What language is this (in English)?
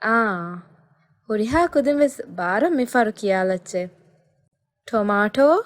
Divehi